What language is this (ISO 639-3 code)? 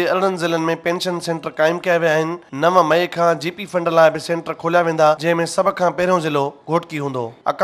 snd